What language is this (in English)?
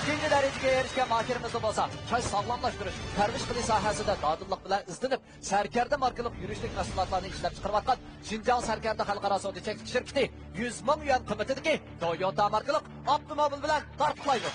Uyghur